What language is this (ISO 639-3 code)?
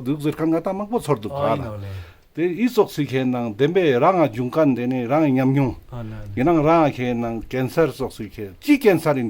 lbj